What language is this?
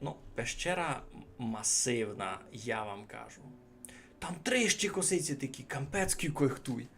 Rusyn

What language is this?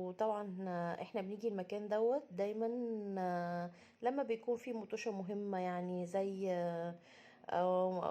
Egyptian Arabic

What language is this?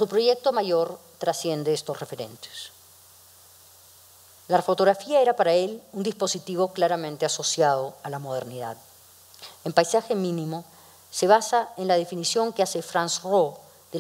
Spanish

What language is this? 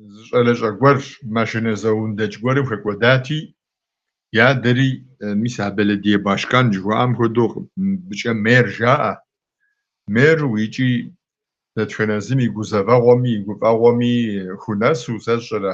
Kabardian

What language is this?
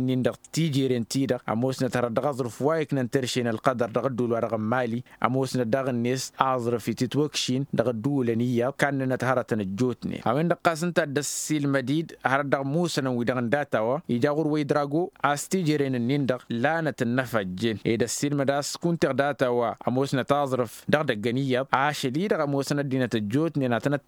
Tamasheq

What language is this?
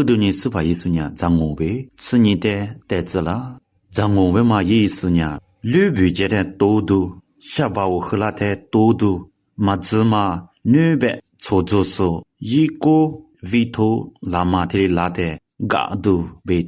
Lisu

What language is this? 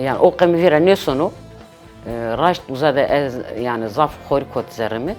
Zaza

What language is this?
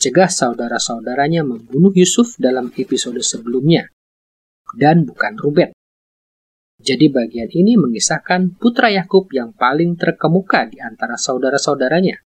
Indonesian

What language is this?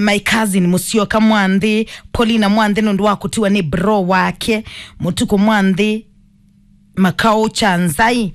Kamba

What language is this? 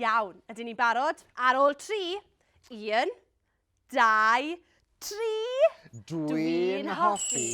Welsh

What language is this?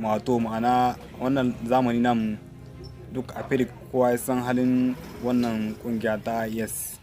Hausa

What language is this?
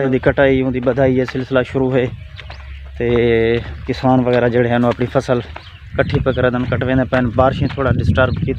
Saraiki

